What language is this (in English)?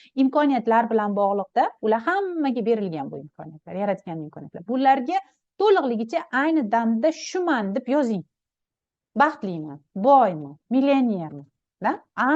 Uzbek